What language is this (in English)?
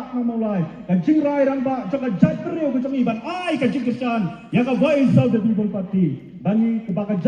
Khasi